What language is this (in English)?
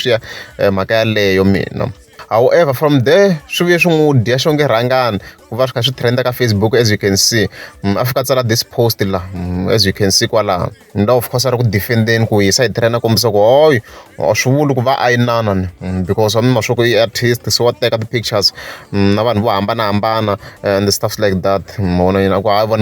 Tsonga